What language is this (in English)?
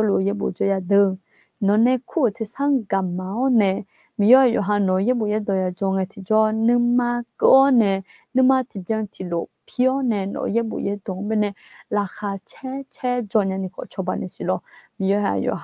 Akha